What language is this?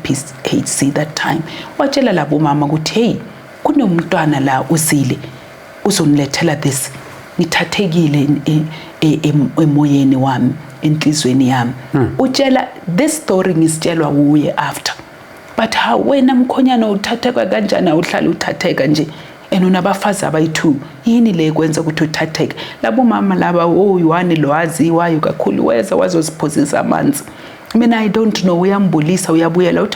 Zulu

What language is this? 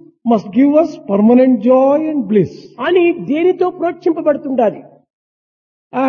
Telugu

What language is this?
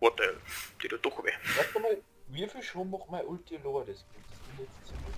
Bavarian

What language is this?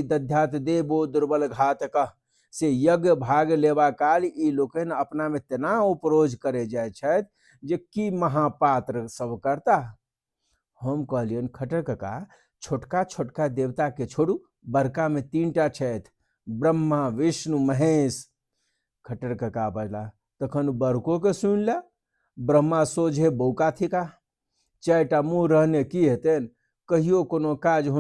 Maithili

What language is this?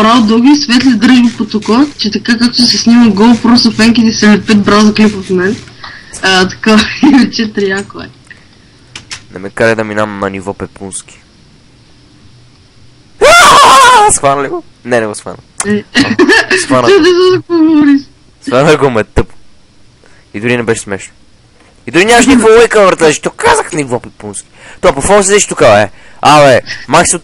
Bulgarian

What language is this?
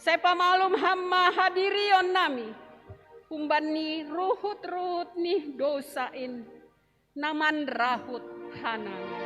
Batak Simalungun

